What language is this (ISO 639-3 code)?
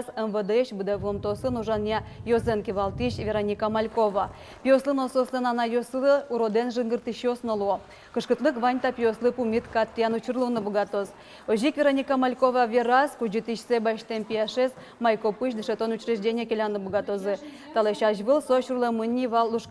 udm